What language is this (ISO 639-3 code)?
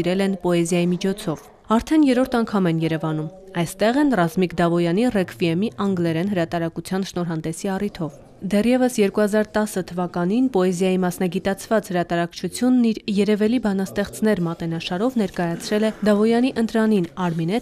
hye